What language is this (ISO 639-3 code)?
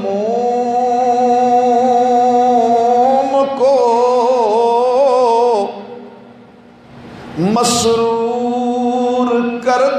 urd